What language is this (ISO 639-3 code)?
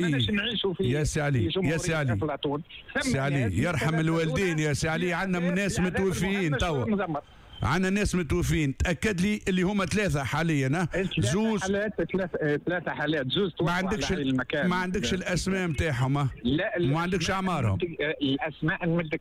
aeb